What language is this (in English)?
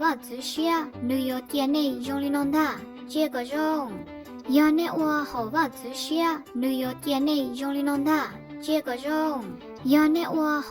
Hmong